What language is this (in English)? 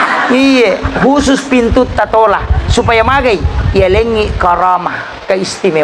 Buginese